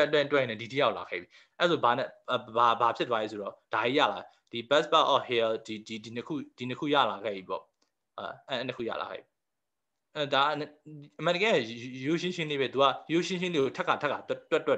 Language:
Burmese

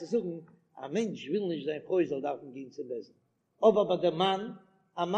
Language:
Yiddish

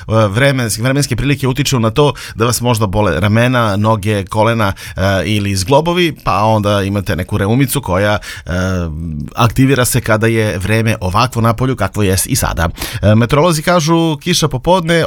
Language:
Serbian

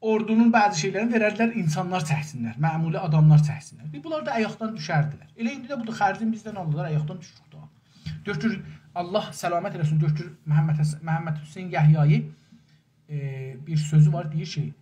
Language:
South Azerbaijani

